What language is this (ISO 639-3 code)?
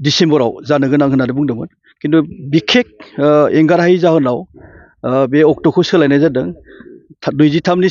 brx